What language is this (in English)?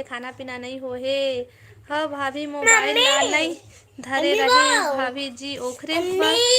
Chhattisgarhi